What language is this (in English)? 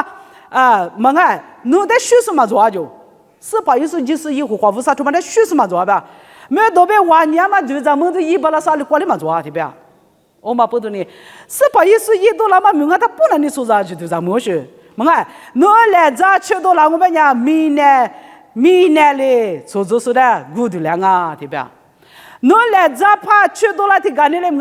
Lisu